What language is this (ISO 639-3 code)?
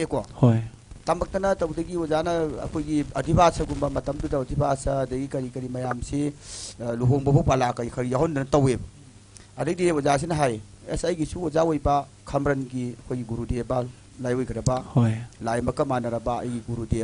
mni